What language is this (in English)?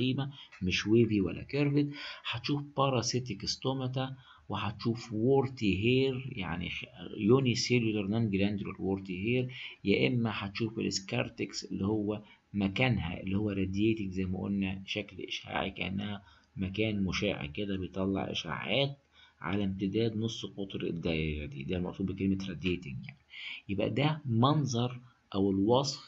Egyptian Arabic